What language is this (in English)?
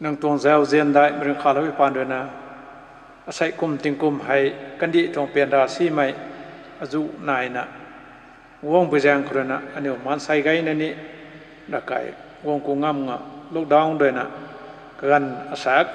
Rongmei Naga